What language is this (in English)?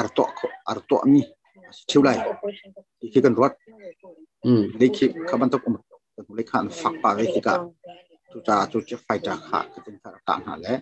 Hakha Chin